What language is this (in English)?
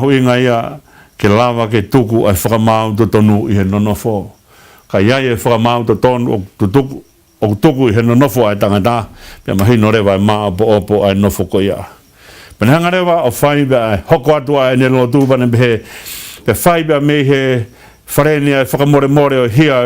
Tongan